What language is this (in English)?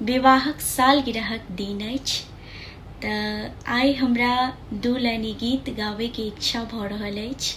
Maithili